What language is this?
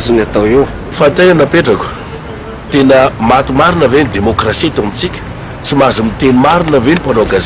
Malagasy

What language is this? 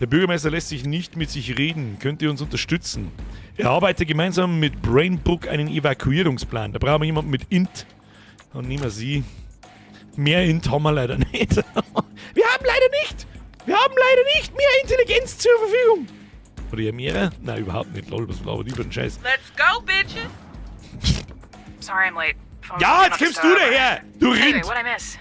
Bavarian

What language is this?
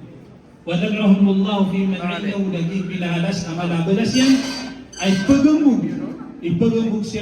Maranao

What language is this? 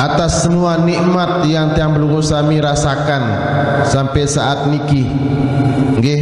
Sasak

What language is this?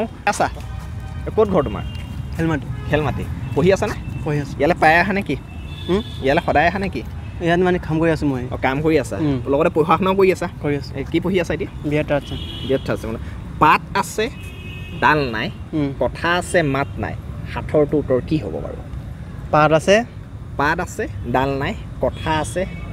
Assamese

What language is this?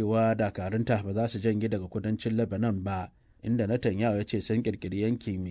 Hausa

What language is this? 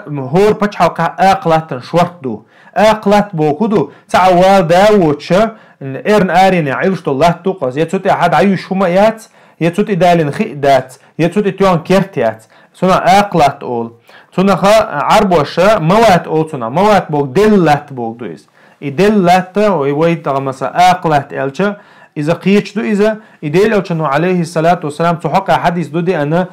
Chechen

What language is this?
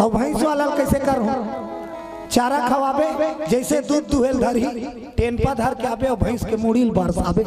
Chhattisgarhi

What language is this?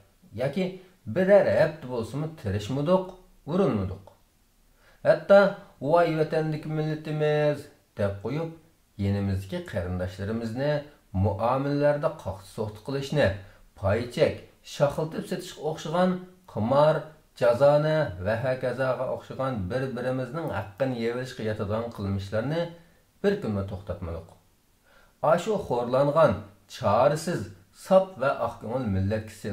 Uyghur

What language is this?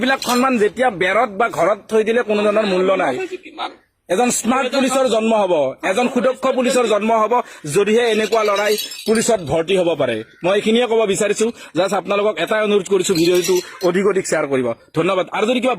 Assamese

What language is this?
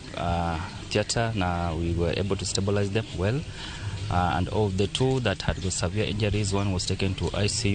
Luo (Kenya and Tanzania)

